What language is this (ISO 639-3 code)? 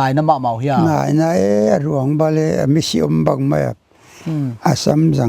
pck